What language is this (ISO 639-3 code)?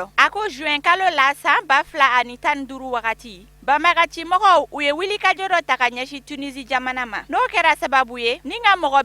bam